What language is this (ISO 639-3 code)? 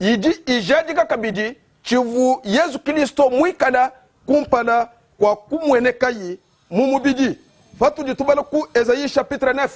lua